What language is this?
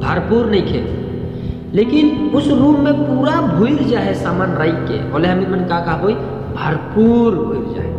Sadri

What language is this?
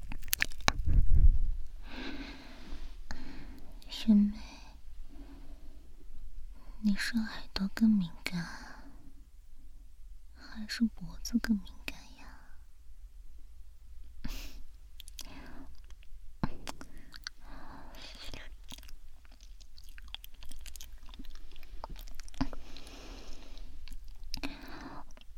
Chinese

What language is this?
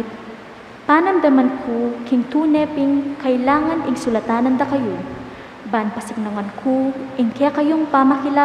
Pampanga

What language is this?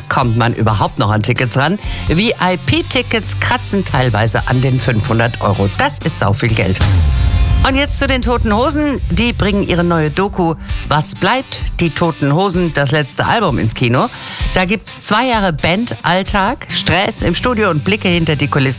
German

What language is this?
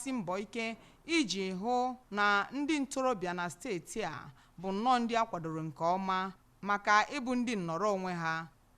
Igbo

